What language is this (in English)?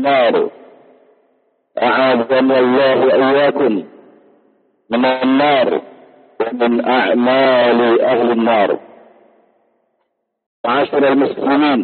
Indonesian